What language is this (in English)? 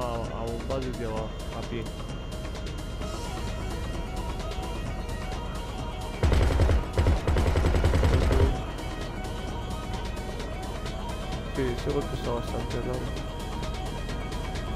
Spanish